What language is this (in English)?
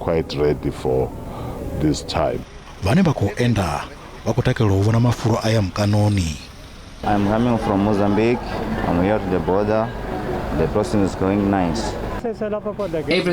Venda